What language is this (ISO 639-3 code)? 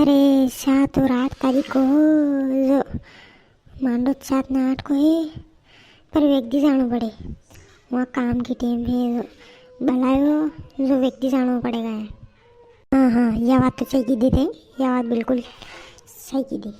raj